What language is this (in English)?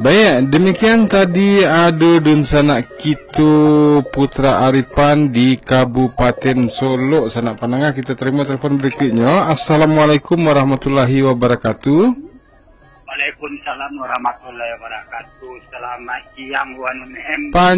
Minangkabau